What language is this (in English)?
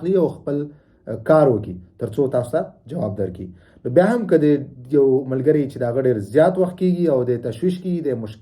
Pashto